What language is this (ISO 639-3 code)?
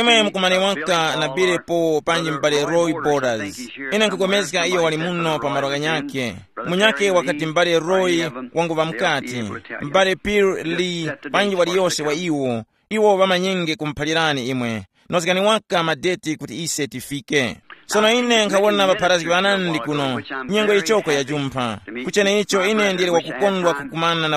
tum